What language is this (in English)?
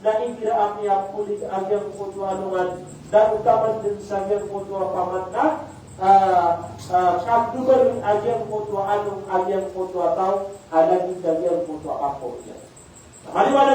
Maranao